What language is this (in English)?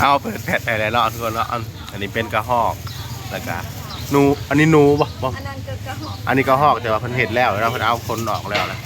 Northeastern Thai